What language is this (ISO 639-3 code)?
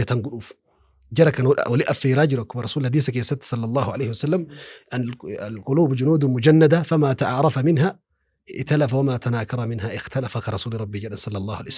orm